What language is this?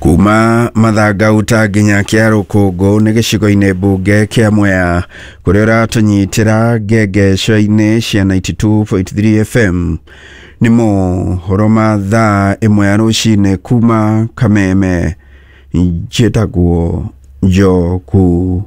Kikuyu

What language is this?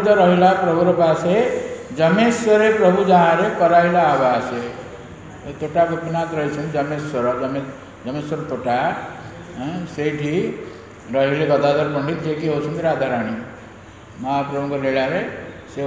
Odia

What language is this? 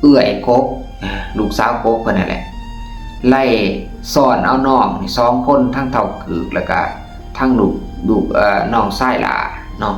Lao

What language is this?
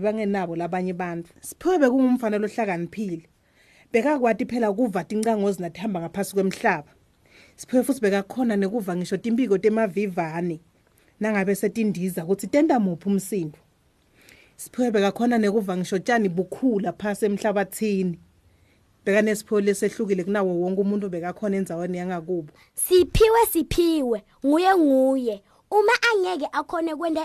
Swati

